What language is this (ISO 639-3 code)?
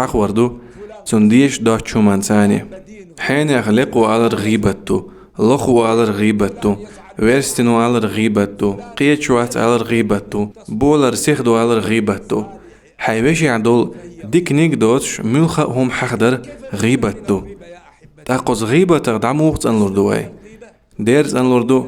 che